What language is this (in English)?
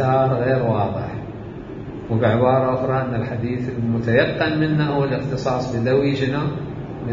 Mesopotamian Arabic